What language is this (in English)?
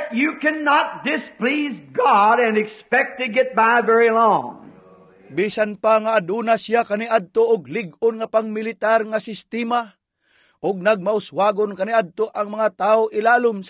Cebuano